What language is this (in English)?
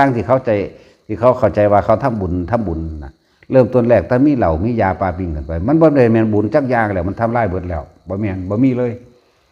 Northeastern Thai